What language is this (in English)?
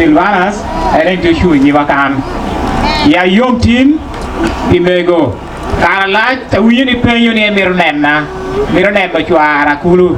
Acoli